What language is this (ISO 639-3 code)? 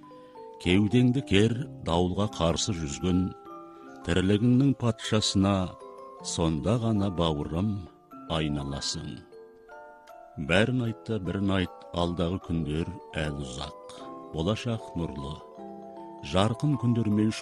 kaz